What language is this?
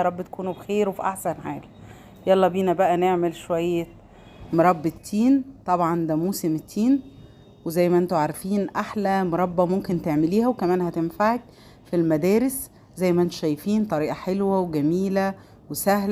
Egyptian Arabic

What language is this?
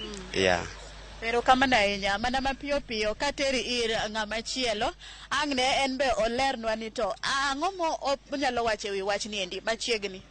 Luo (Kenya and Tanzania)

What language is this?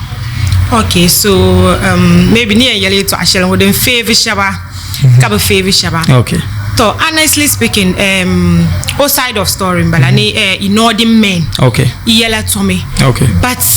Dagbani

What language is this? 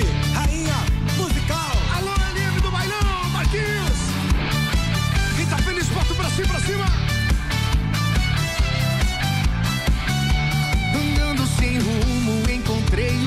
Portuguese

